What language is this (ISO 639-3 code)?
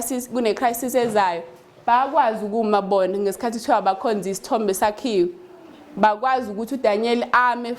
zul